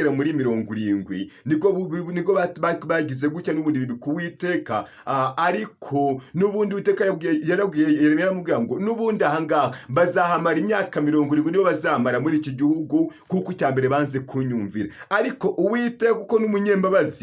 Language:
Kinyarwanda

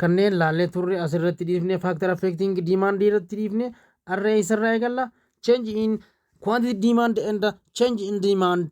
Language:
Oromo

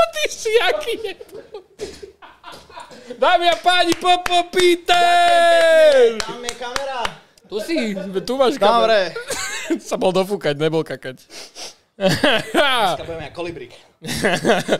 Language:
Slovak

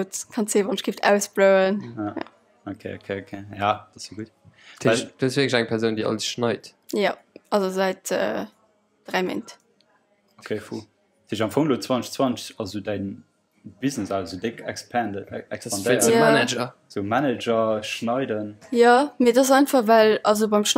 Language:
Luxembourgish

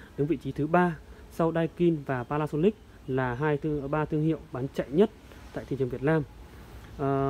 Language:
Vietnamese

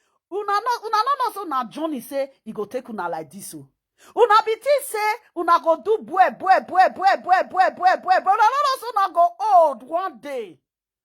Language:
Nigerian Pidgin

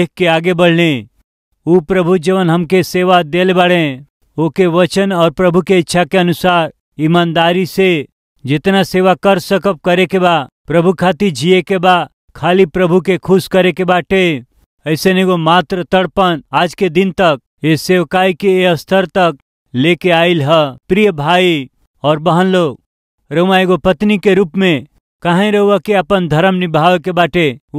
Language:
Bhojpuri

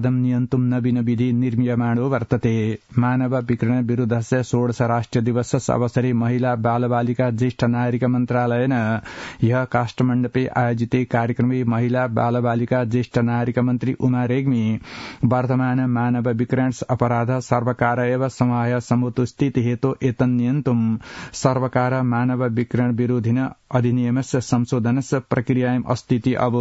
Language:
Sanskrit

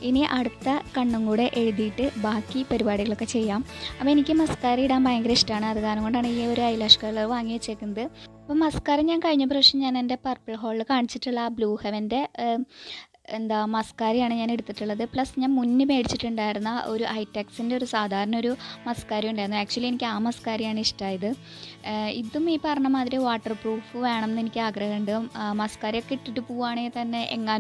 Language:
Malayalam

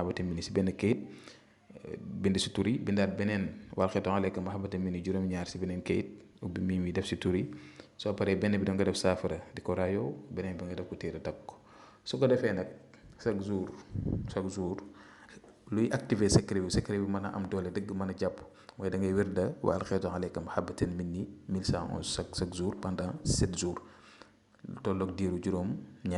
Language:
Wolof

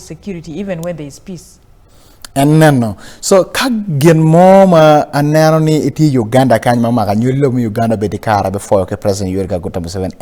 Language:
Acoli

